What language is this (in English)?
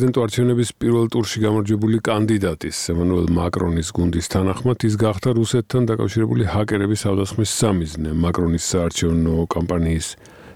Georgian